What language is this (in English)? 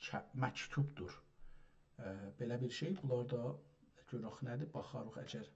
South Azerbaijani